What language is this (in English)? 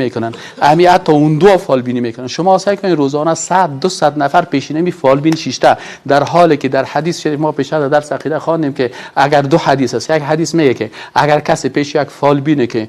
Persian